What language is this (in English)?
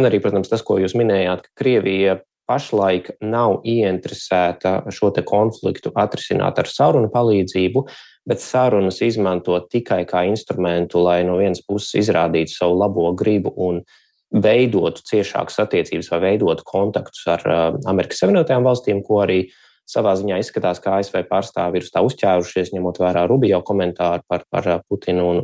Latvian